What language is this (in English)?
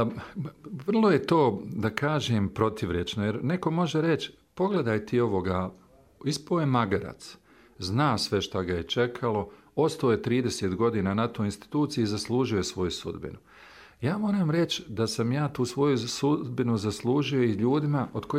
Bosnian